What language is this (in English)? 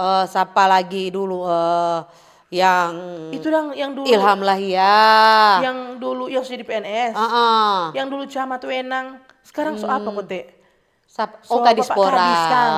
Manado Malay